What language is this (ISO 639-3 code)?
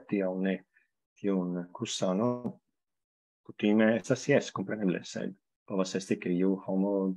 epo